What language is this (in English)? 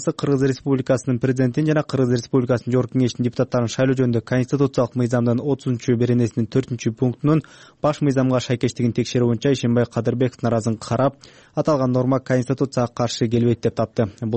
Kyrgyz